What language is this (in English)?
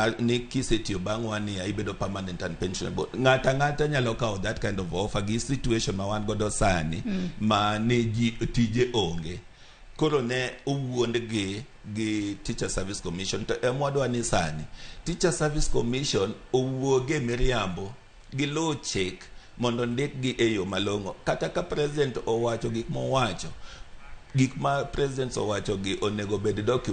Luo (Kenya and Tanzania)